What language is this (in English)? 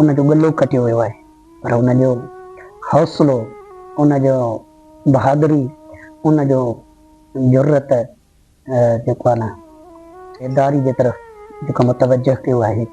Sindhi